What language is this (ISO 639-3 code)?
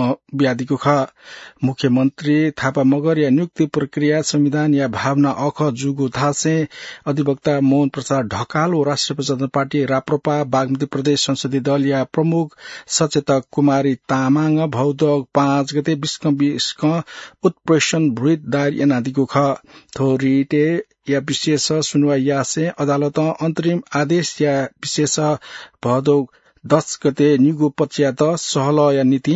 new